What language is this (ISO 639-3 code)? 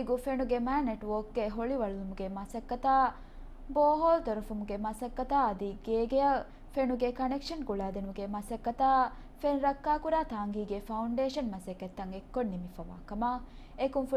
div